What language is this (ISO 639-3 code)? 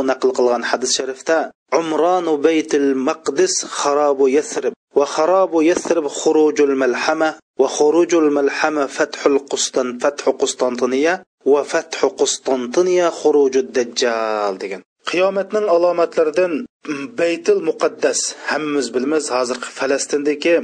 uig